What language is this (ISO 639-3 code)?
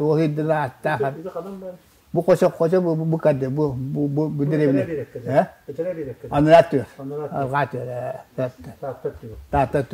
sah